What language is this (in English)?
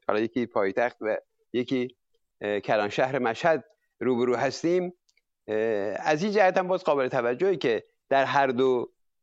Persian